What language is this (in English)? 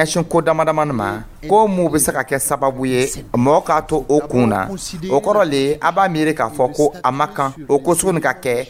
Dyula